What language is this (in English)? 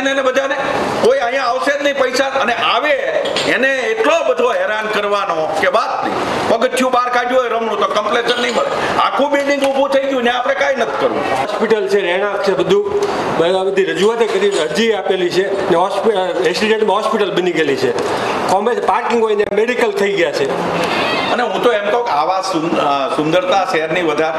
Gujarati